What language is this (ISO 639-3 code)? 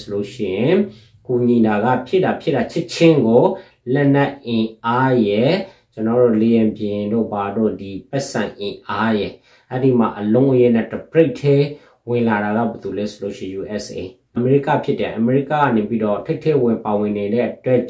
mya